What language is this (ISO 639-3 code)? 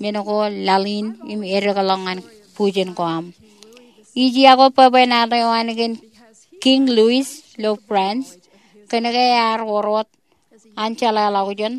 mah